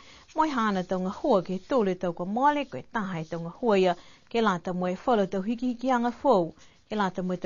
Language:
Niuean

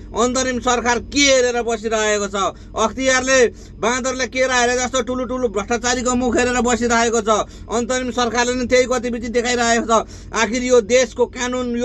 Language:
Nepali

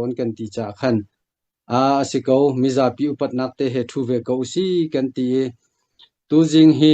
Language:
Hakha Chin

